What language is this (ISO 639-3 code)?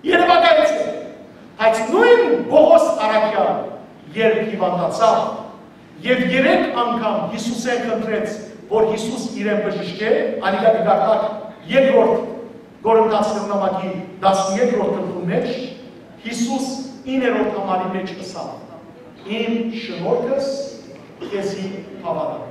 hyw